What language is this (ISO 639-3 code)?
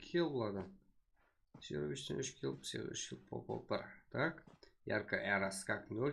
kaa